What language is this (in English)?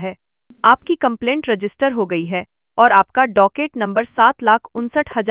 Hindi